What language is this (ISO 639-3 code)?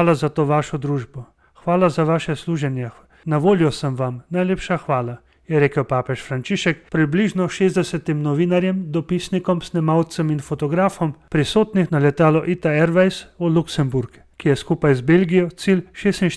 slv